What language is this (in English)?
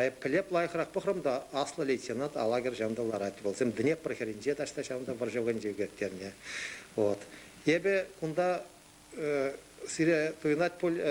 Chuvash